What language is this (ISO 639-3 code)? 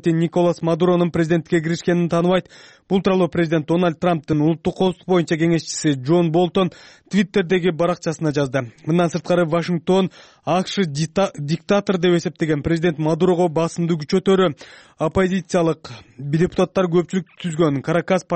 kir